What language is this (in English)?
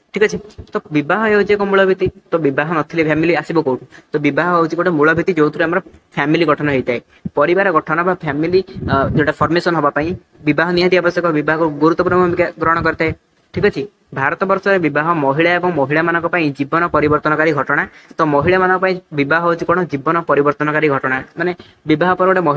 Odia